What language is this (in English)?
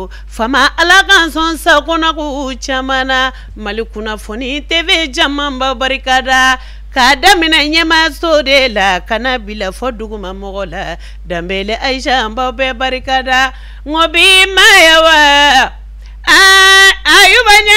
Bambara